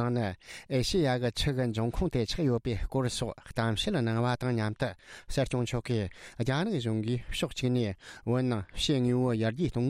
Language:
Tibetan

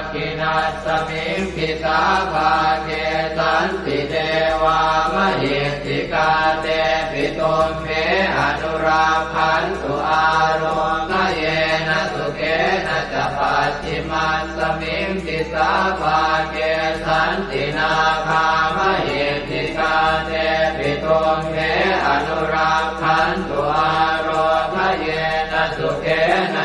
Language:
Pali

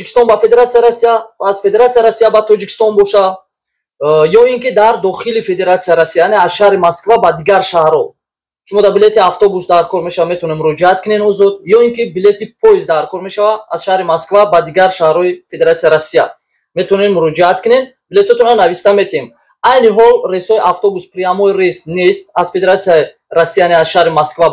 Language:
Tajik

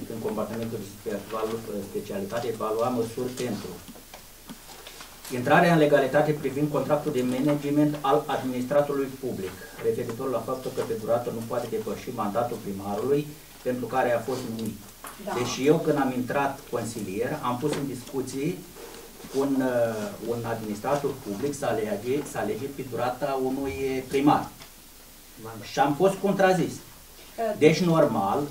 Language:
Romanian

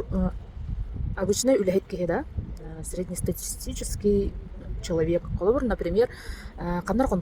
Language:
Yakut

